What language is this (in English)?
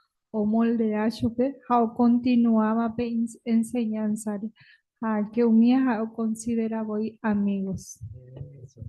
Guarani